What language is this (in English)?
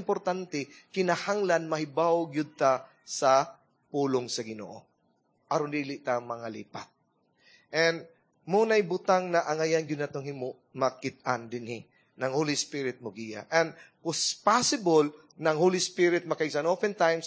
Cebuano